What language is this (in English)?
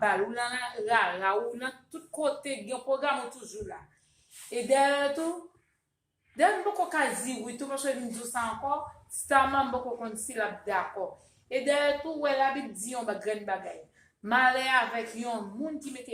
Haitian Creole